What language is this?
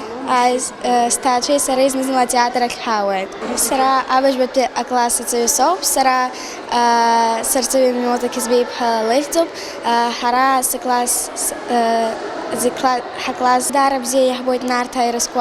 Abkhazian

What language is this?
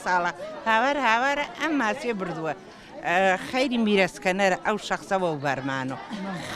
Central Kurdish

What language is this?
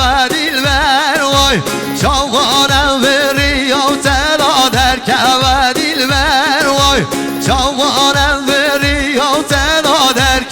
Kurdish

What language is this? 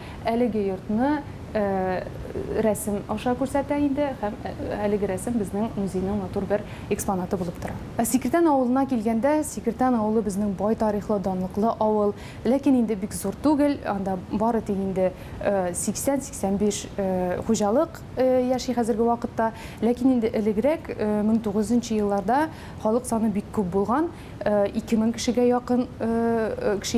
Tatar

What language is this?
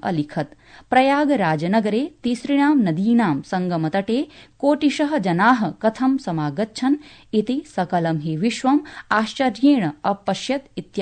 Sanskrit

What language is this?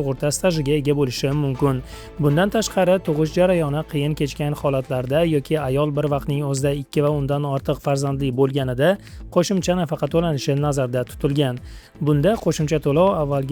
Uzbek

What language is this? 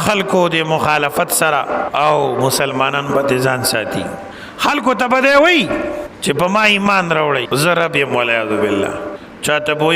Pashto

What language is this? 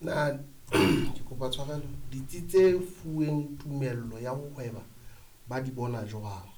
Southern Sotho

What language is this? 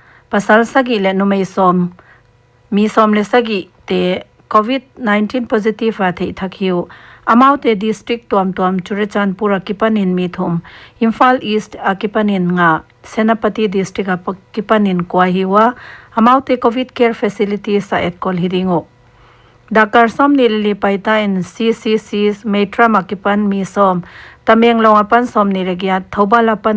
Paite Chin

